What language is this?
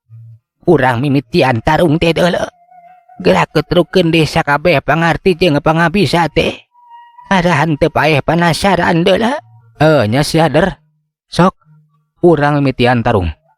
Sundanese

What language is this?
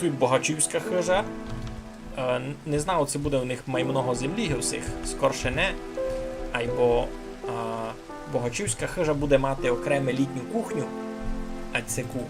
Rusyn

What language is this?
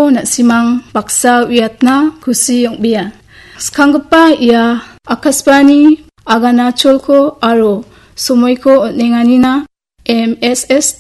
Garo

